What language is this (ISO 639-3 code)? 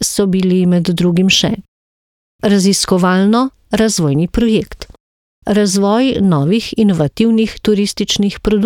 slv